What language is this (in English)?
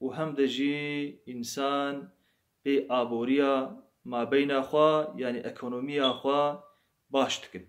Kurdish